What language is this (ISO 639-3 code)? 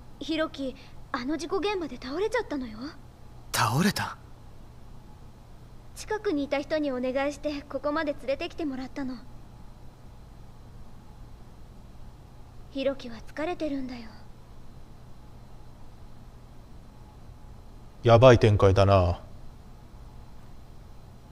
jpn